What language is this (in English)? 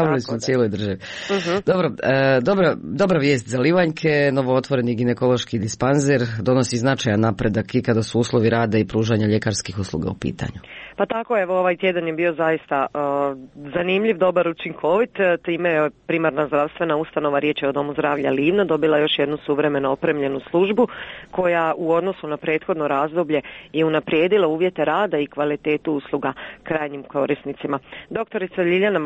Croatian